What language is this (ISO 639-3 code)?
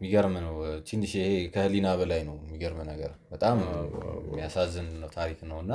amh